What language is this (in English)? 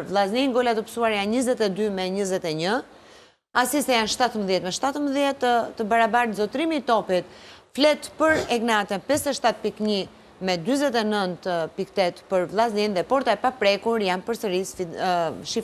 Albanian